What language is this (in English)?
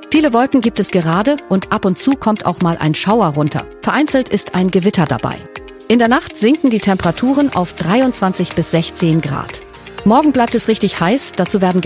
German